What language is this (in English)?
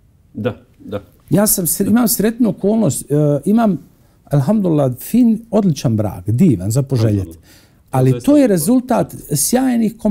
Bosnian